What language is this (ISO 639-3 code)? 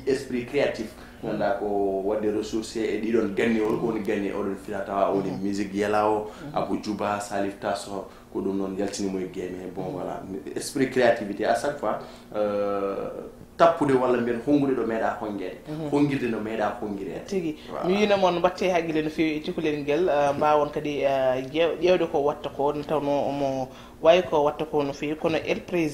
ful